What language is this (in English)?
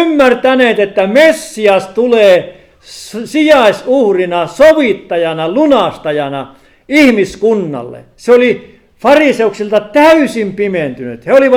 Finnish